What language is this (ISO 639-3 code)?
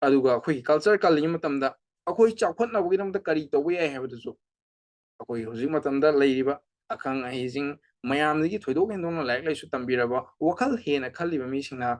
mni